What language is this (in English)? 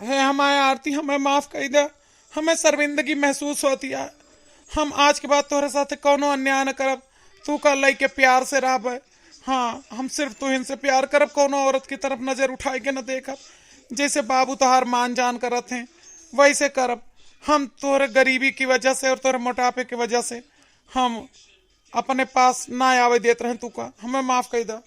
Awadhi